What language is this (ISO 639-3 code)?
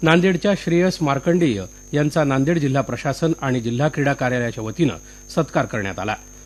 mar